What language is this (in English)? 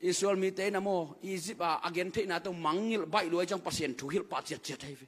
Tedim Chin